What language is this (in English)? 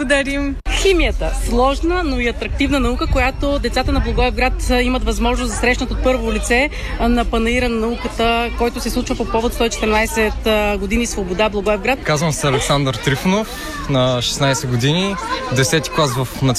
Bulgarian